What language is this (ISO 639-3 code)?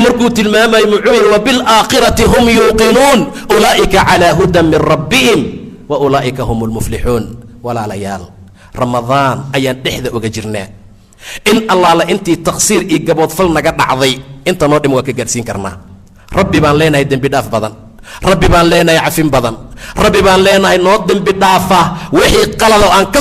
som